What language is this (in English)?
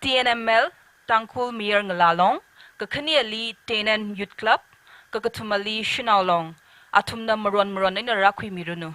Tangkhul Naga (India)